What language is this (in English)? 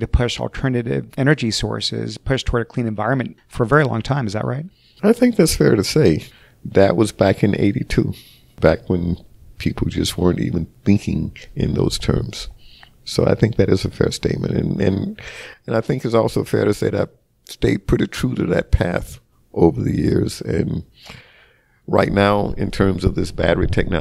English